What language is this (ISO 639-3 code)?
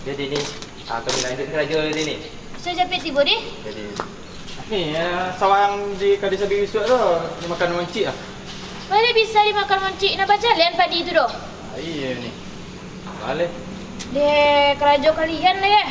min